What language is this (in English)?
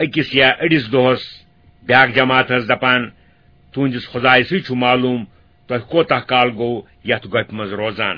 Kashmiri